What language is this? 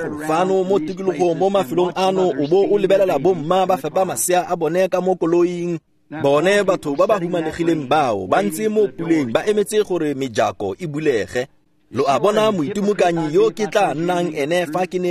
Tswana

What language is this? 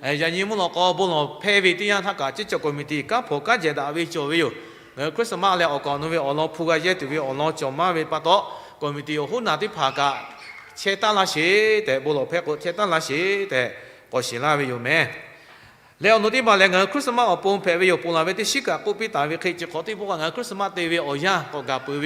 Lahu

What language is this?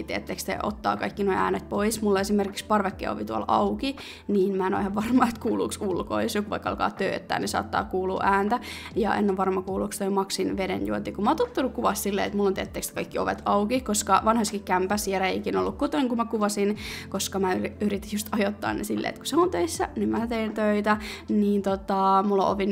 Finnish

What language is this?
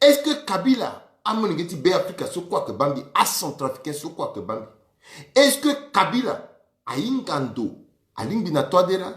Sango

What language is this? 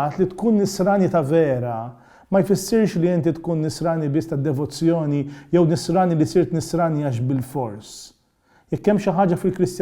Maltese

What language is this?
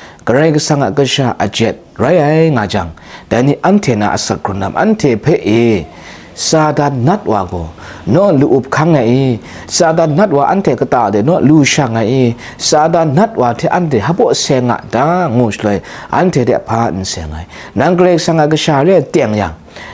Kachin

